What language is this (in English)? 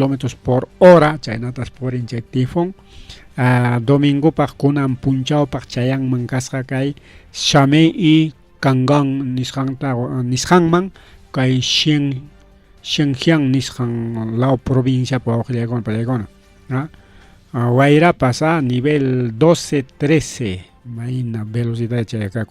Ayacucho Quechua